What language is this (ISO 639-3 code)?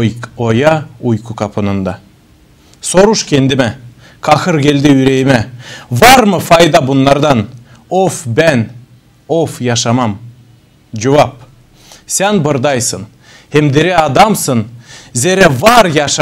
gag